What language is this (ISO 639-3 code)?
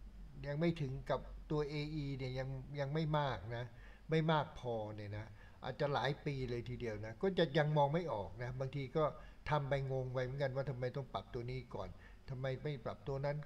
tha